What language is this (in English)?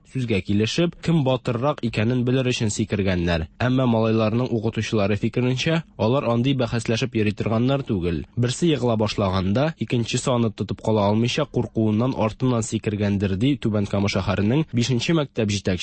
Tatar